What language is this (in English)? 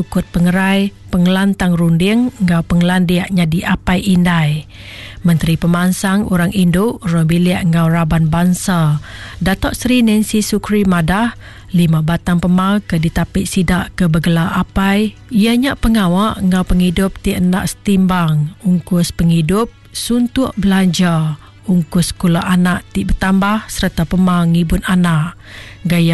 Iban